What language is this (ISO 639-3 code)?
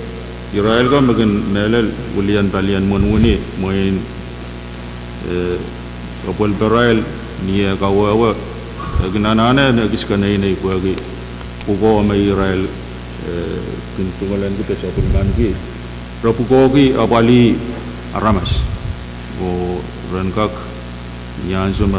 pon